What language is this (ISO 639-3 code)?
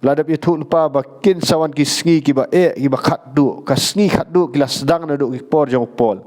kha